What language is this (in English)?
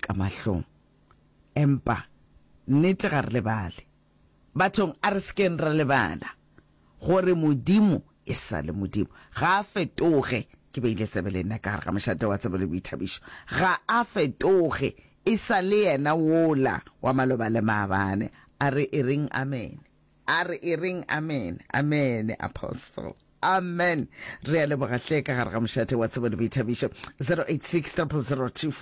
Northern Sotho